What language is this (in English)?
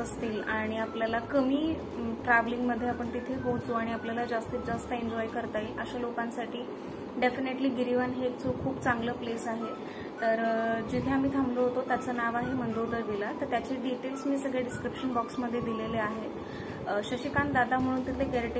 Marathi